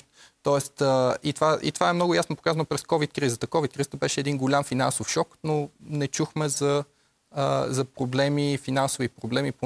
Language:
Bulgarian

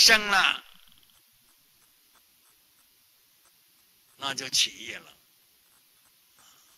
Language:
Chinese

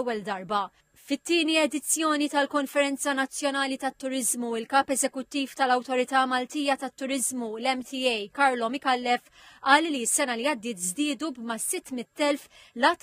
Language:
Maltese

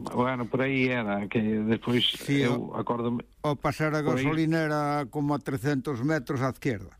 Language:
Galician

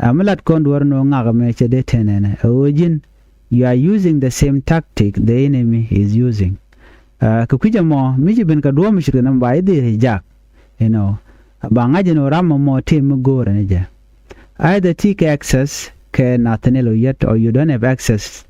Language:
Nuer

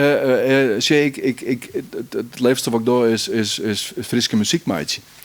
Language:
Western Frisian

